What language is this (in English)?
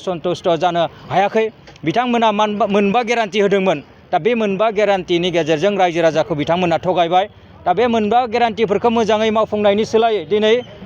Bodo